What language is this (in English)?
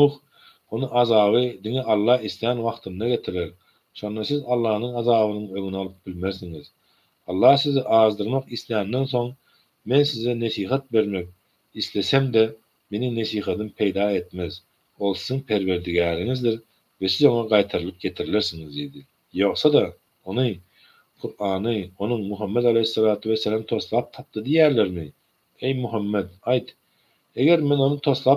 Turkmen